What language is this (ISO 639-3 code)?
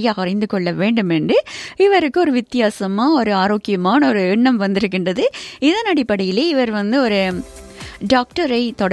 tam